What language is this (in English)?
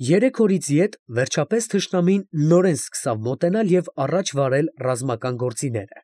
Armenian